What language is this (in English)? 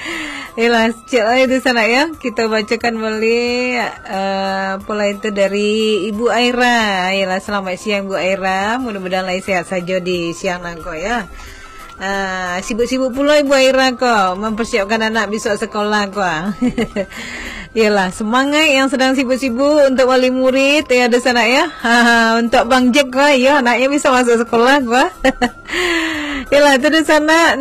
Minangkabau